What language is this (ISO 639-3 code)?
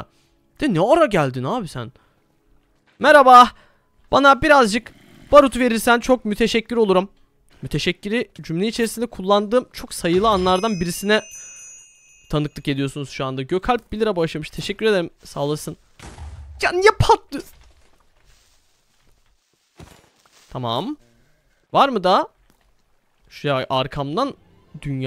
tur